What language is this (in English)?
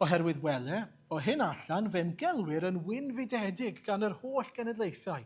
Welsh